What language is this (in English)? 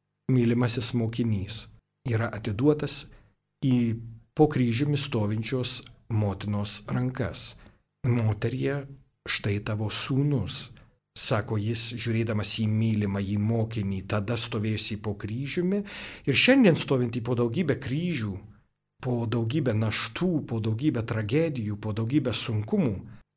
Lithuanian